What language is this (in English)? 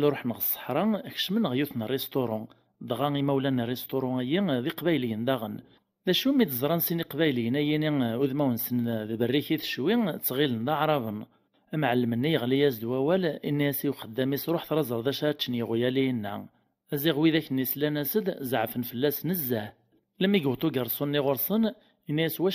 Kabyle